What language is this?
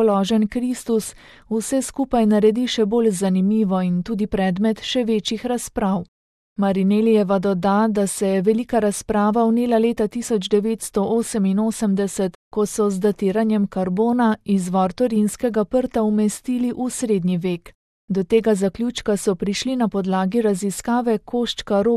Slovenian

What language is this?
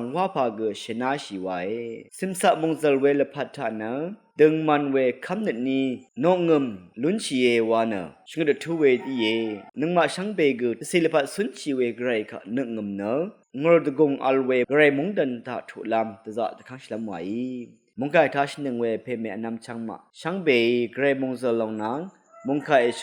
Rawang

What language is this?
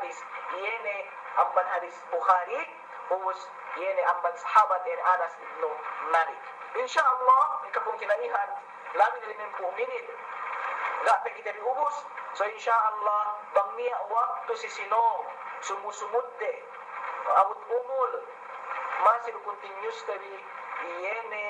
Yakan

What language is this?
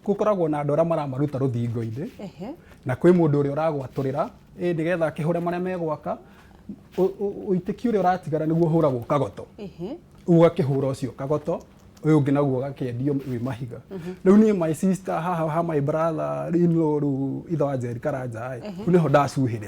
Kikuyu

